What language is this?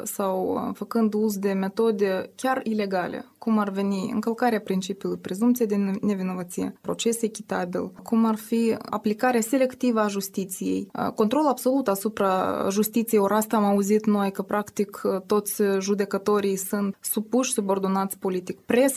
Romanian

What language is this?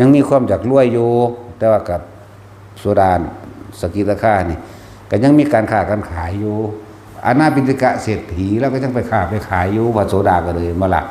Northeastern Thai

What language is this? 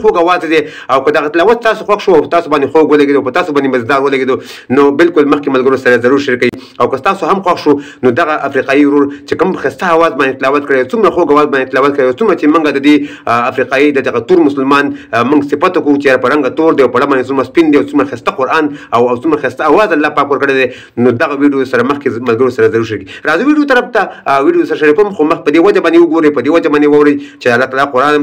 Pashto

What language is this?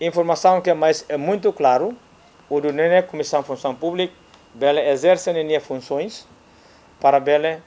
Tetum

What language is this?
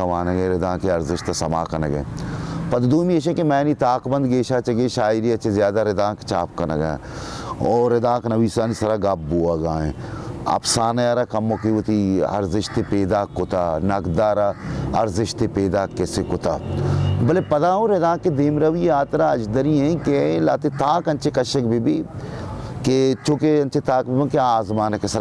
Baluchi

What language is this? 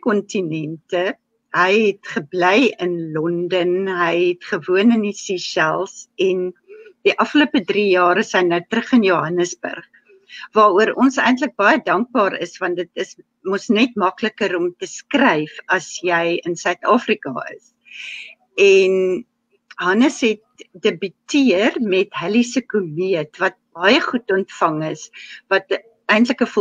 Afrikaans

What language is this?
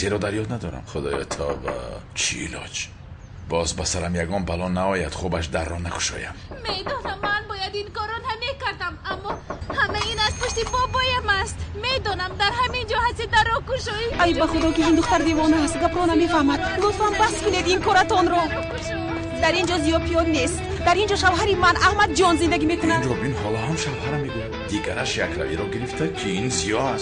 Tajik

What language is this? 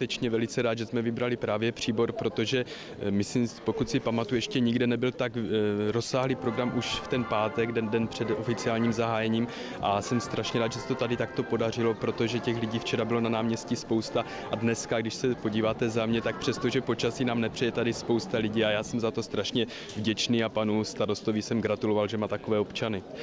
Czech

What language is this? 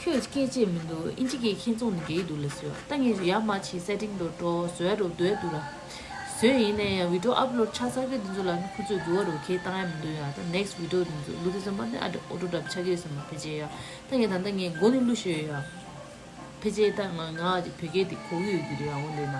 Tibetan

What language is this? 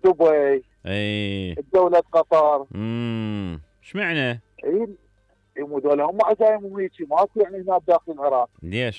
Mesopotamian Arabic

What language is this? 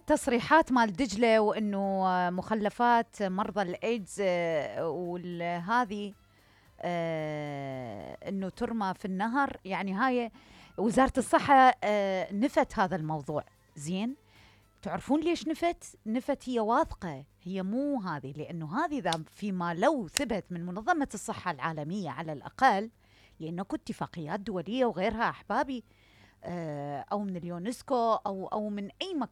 Mesopotamian Arabic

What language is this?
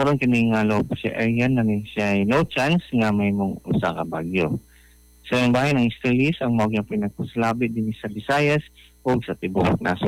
Cebuano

